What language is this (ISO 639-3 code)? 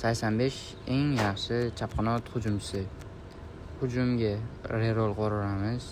uzb